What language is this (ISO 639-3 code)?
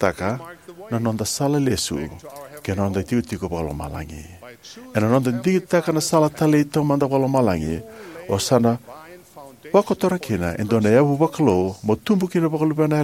fij